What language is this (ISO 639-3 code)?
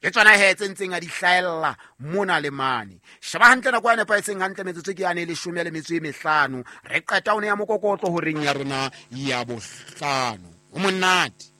sot